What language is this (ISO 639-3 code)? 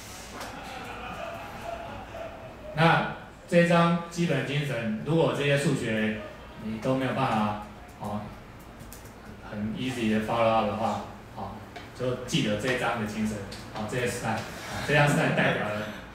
zho